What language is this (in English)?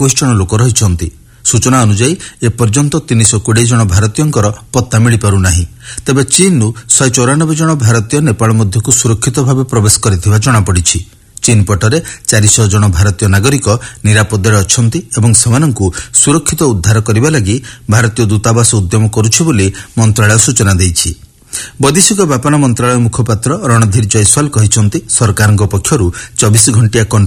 Odia